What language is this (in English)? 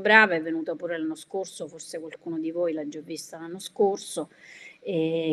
Italian